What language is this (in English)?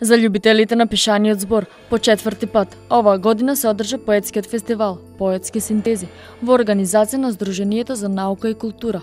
Macedonian